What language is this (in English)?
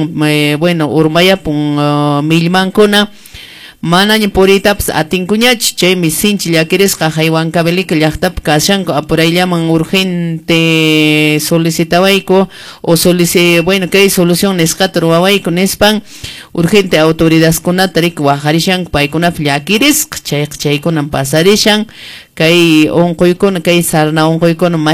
Quechua